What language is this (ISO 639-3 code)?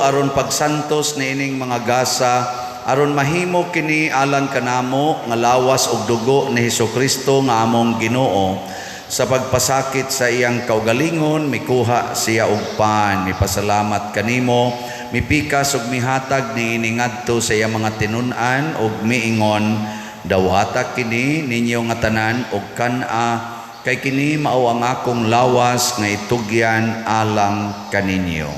ceb